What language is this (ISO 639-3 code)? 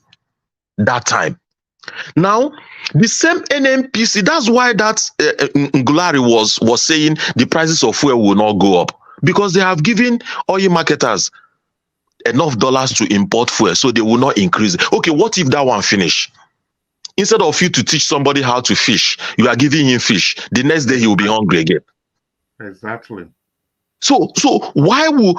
pcm